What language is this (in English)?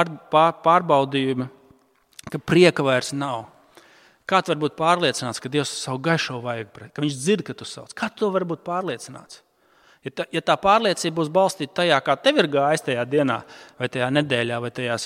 Latvian